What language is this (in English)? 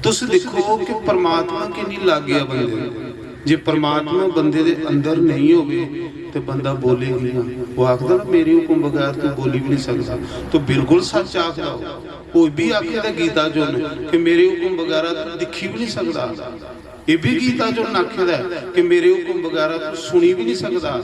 Dogri